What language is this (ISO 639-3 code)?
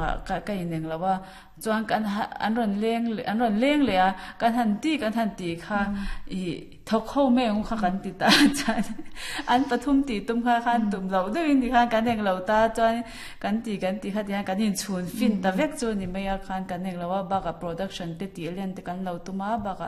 lus